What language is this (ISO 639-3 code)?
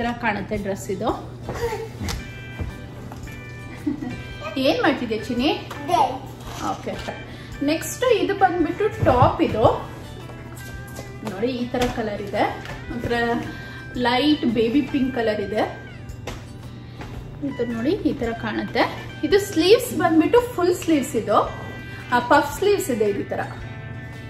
kan